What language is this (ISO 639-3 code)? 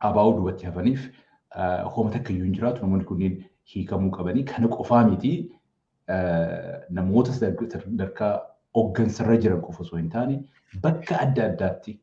orm